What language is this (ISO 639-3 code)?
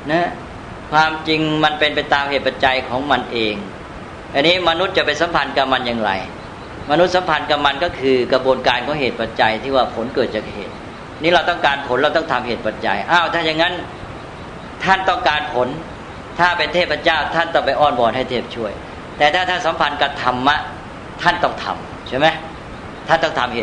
tha